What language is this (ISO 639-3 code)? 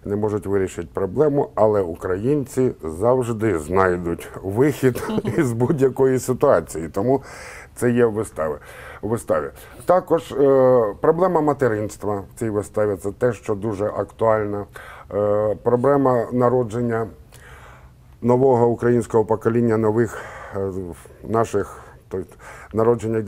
ukr